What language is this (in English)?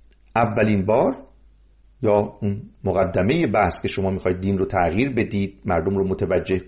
Persian